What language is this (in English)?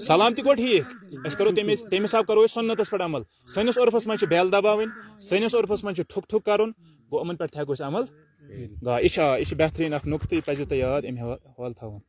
Kashmiri